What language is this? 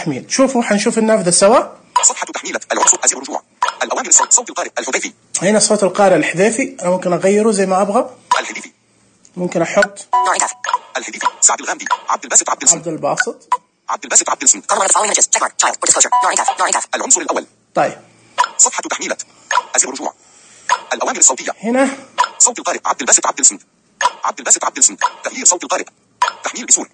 Najdi Arabic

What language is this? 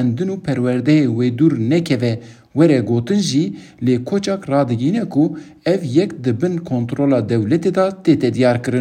Kurdish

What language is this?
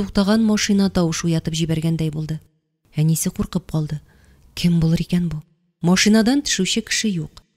Tatar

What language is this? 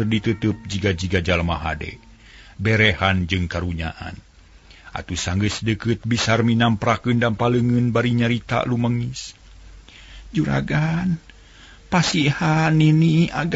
Sundanese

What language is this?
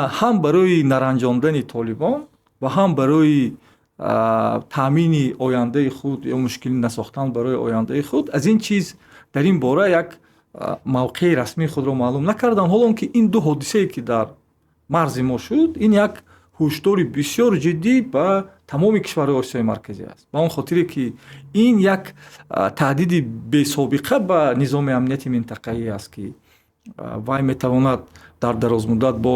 Tajik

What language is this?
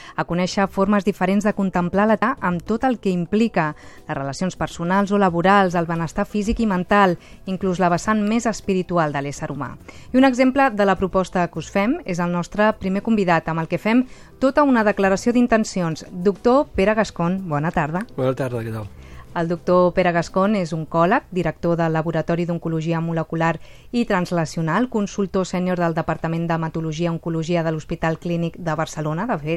Catalan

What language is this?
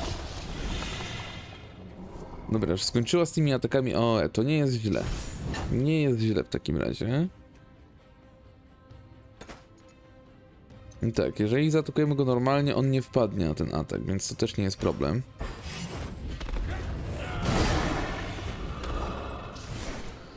Polish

